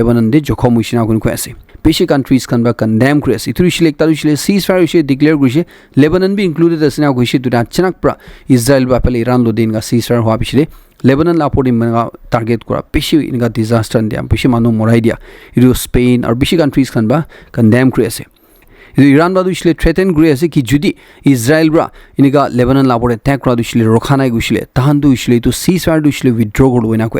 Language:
Naga Pidgin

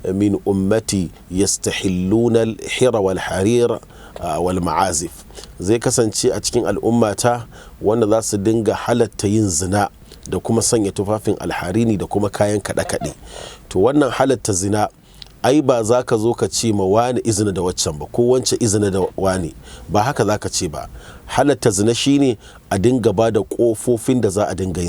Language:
Hausa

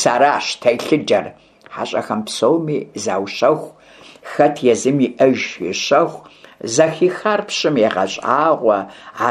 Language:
Kabardian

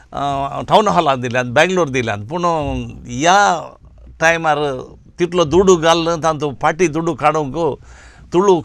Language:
Konkani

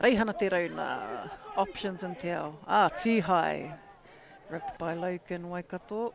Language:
Māori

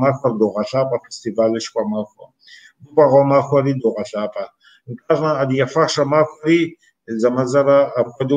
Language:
Kabardian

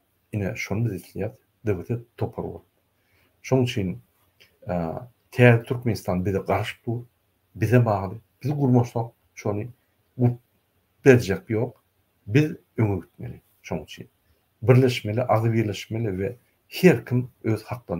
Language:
Turkmen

